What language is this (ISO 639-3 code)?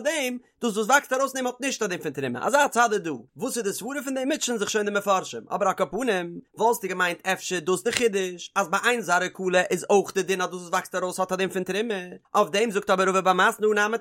yid